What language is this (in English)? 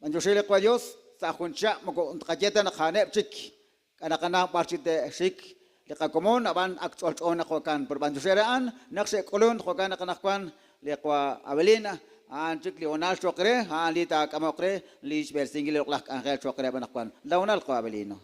Kekchí